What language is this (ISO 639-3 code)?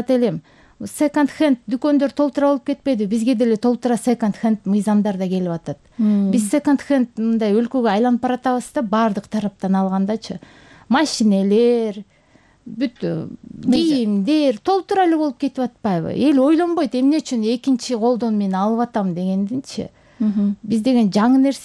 kir